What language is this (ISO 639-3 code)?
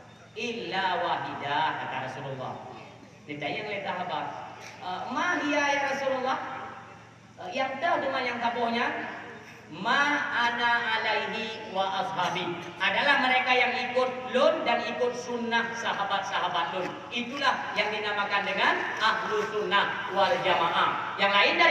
ace